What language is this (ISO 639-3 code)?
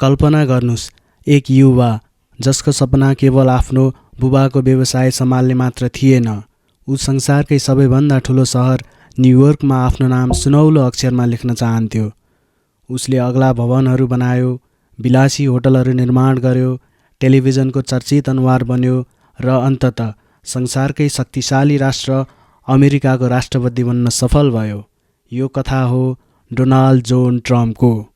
nep